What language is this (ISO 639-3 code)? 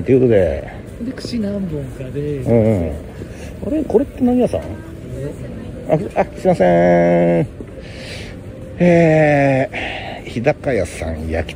jpn